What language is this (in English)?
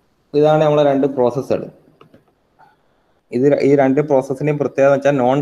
Malayalam